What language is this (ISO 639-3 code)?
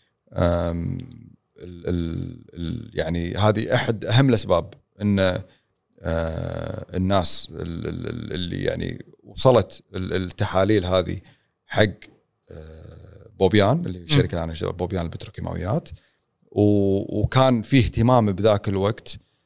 afb